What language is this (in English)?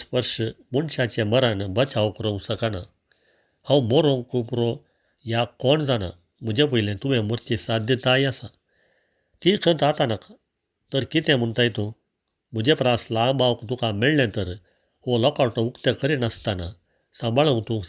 Konkani